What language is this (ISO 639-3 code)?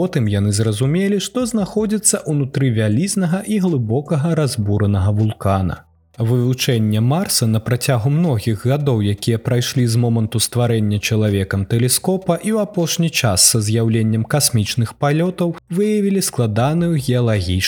bel